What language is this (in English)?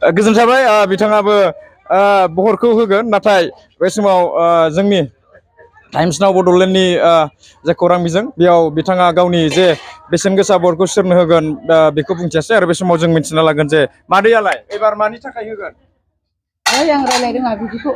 Bodo